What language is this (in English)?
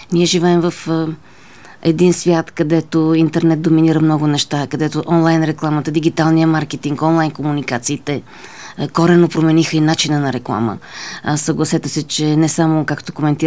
Bulgarian